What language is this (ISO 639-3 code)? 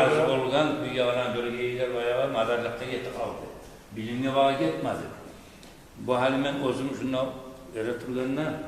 kum